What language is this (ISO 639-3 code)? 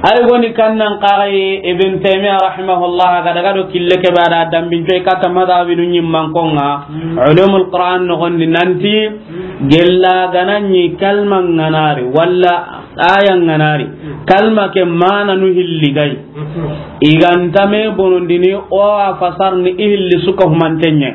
snk